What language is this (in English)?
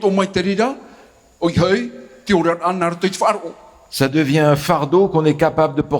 Tahitian